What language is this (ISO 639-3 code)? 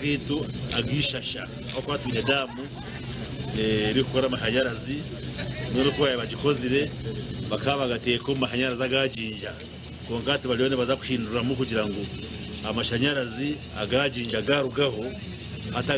nyn